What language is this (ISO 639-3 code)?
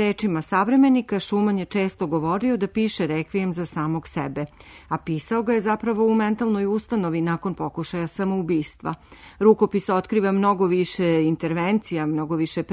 srp